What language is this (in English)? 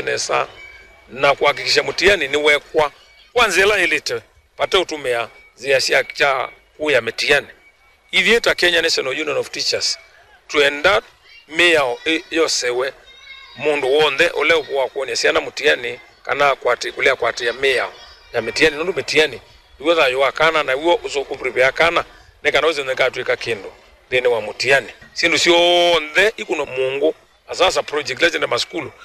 Kamba